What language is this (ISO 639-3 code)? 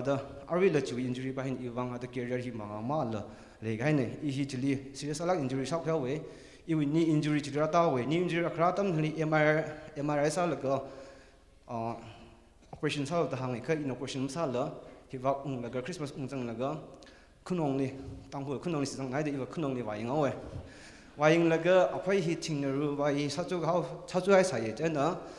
nmf